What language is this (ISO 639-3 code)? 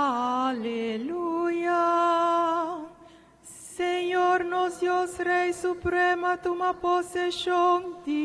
pap